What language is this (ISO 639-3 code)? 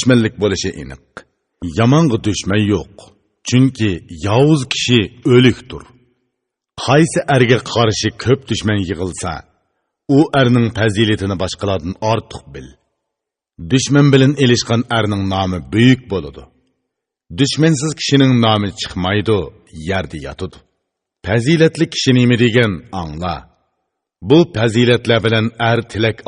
uig